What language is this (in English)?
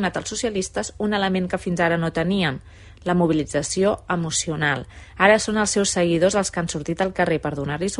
Catalan